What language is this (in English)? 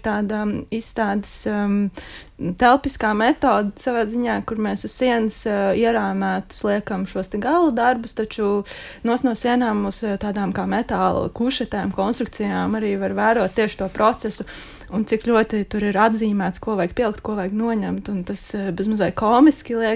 Latvian